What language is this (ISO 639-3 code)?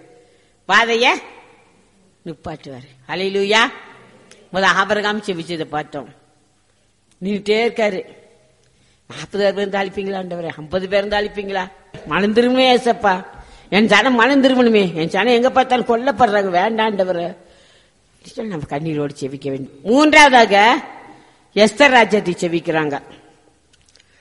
tam